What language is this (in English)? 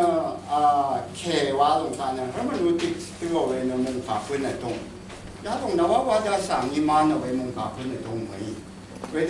Rawang